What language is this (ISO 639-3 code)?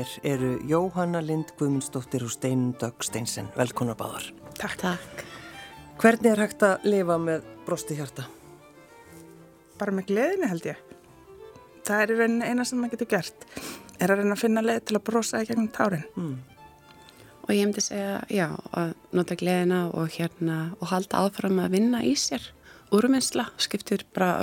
isl